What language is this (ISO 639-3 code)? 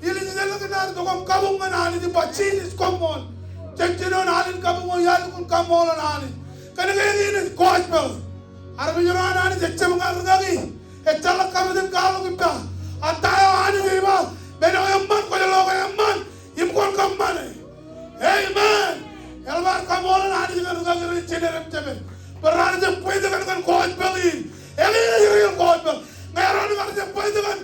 mah